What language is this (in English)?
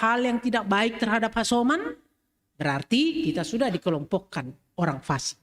Batak Simalungun